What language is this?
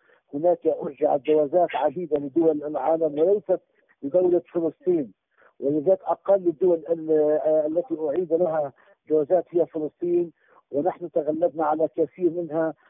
Arabic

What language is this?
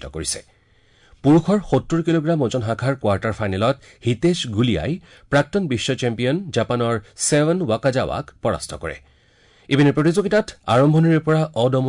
Assamese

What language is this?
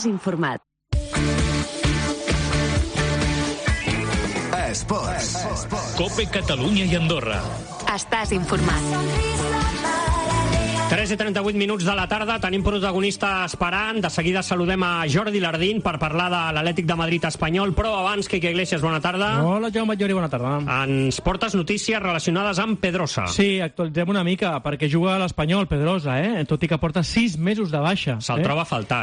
Catalan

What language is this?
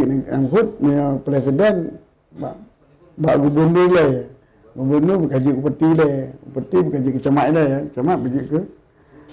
Achinese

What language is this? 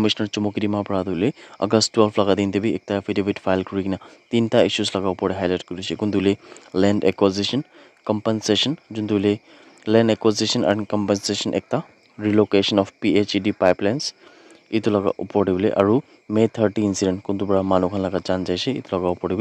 Naga Pidgin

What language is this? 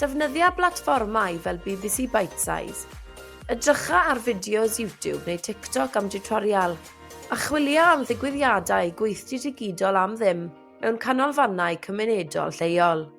Welsh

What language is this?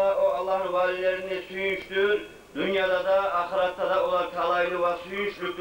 Kumyk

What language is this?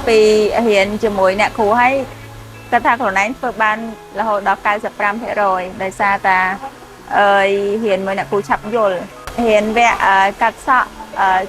Khmer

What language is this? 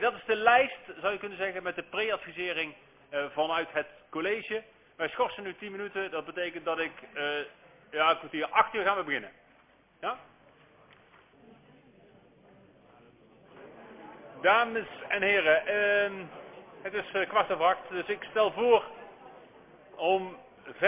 Dutch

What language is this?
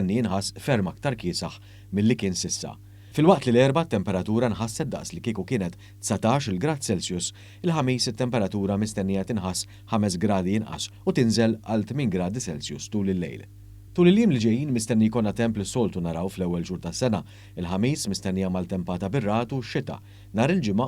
Maltese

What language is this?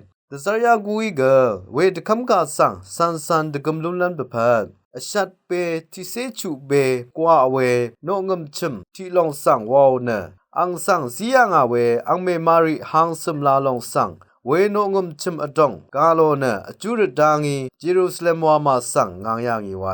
Rawang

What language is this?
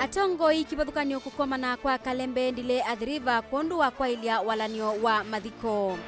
Kamba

